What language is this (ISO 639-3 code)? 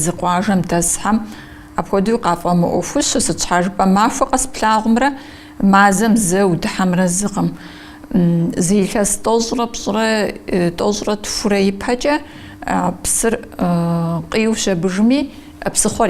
kbd